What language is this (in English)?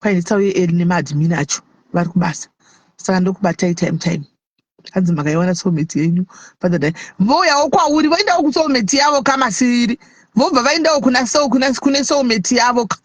Shona